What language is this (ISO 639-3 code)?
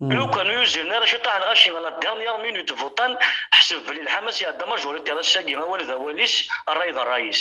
kab